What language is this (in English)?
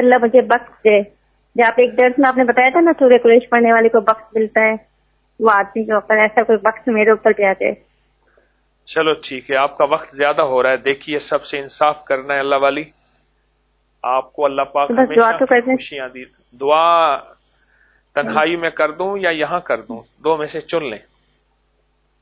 Urdu